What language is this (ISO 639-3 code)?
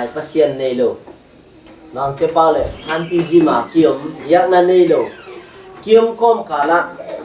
ctd